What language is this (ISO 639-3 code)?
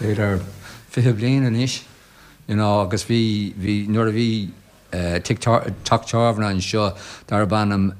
gle